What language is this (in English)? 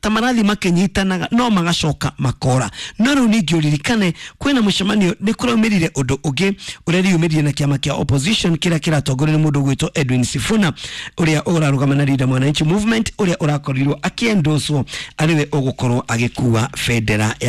Kikuyu